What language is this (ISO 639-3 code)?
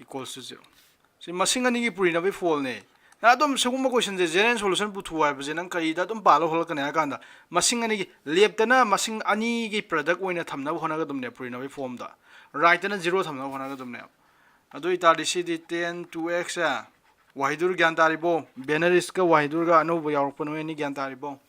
mni